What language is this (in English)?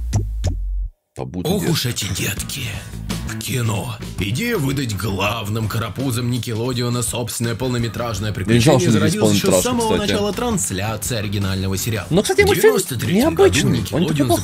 Russian